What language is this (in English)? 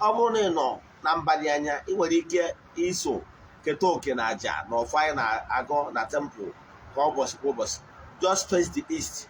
Igbo